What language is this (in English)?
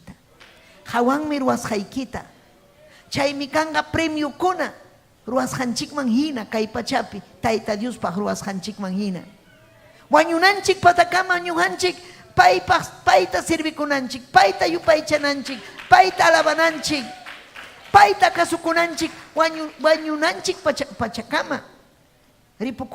Ayacucho Quechua